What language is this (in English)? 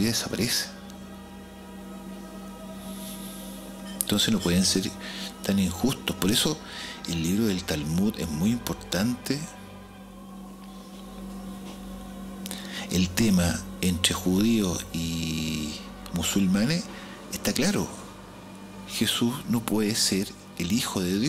Spanish